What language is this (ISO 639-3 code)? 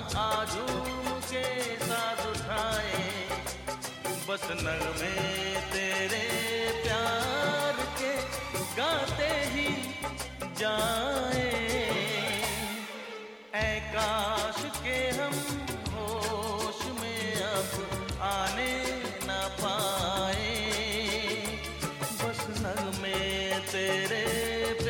hin